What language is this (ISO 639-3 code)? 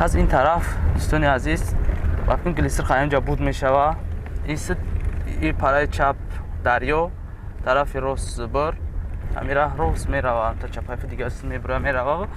tgk